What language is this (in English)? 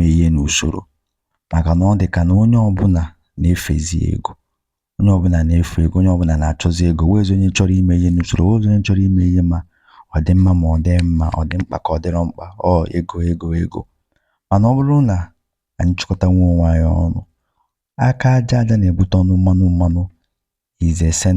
Igbo